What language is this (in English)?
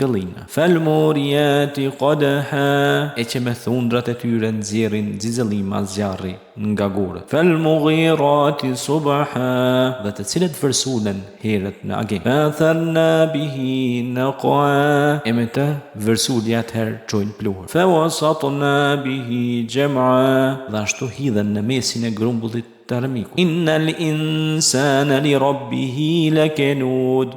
Albanian